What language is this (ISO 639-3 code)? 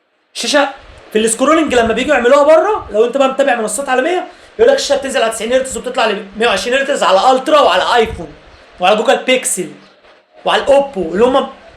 arz